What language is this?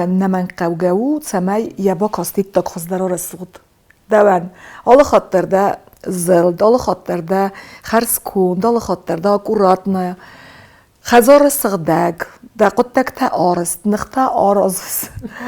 Ossetic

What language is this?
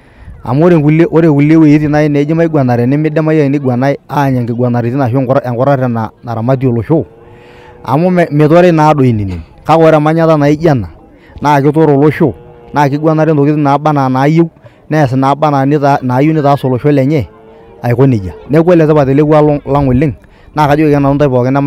Masai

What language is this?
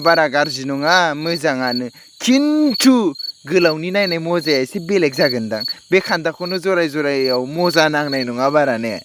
Bodo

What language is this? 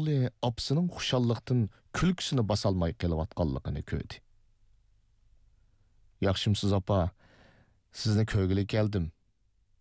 Uyghur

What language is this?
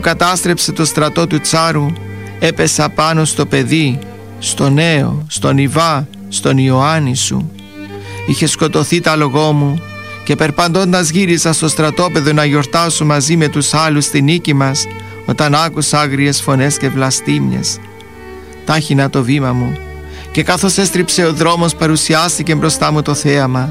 Greek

